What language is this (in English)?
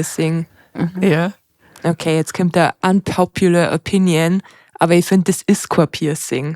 Bavarian